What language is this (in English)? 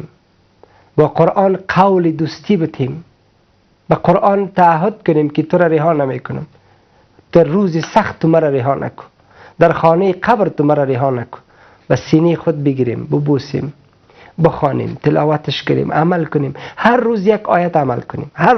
Persian